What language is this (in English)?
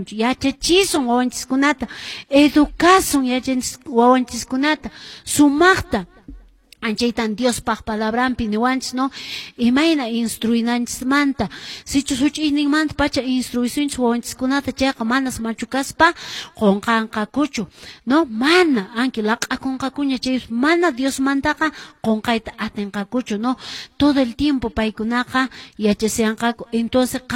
Quechua